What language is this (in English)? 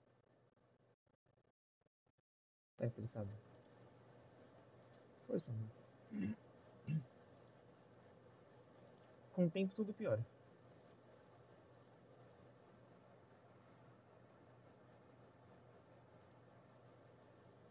Portuguese